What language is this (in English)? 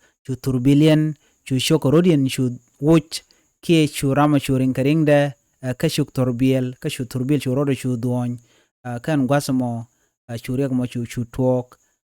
Nuer